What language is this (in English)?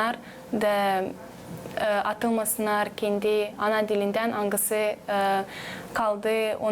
Gagauz